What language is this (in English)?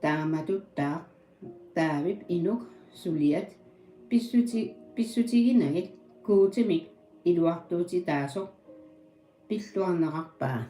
Kalaallisut